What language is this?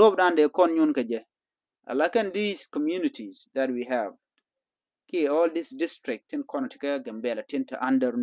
Nuer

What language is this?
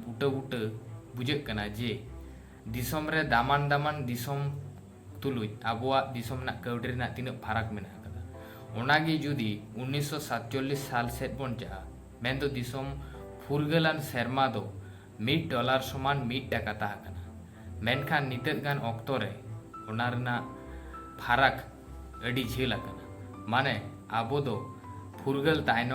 Santali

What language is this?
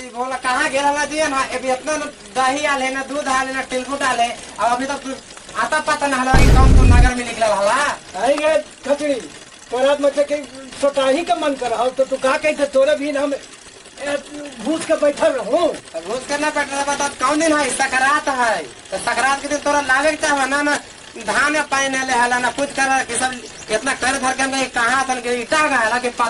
Magahi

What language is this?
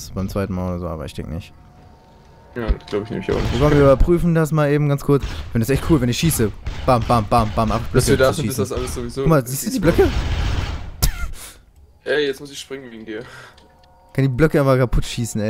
German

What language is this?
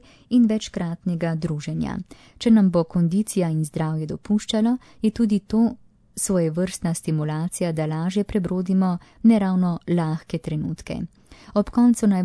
Slovenian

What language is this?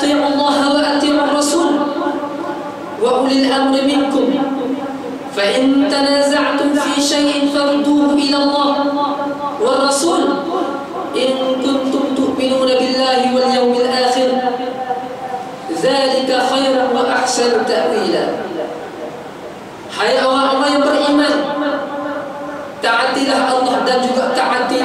Malay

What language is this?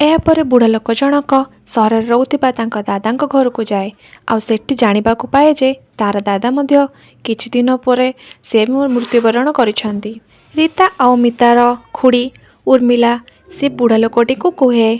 Odia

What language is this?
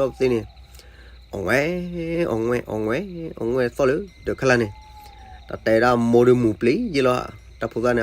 S'gaw Karen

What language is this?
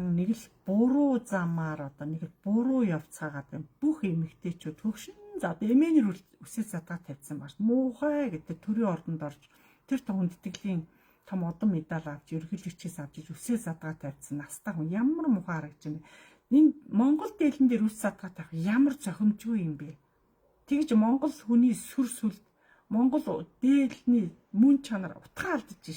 Mongolian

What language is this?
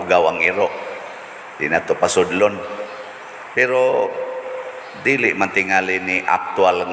Cebuano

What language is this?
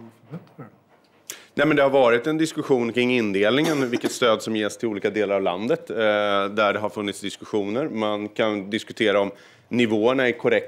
Swedish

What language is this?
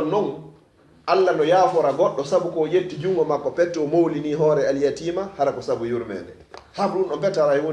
Fula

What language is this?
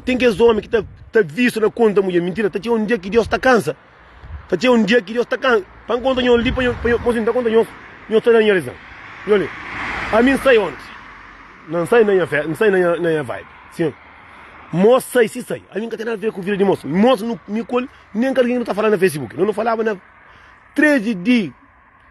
Kabuverdianu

